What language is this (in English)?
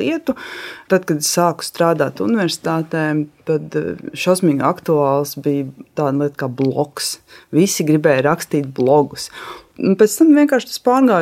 Latvian